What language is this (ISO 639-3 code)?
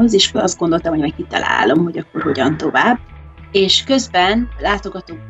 hun